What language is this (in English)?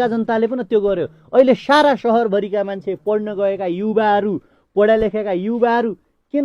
Nepali